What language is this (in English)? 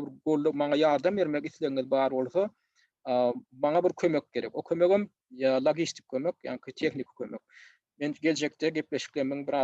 Turkmen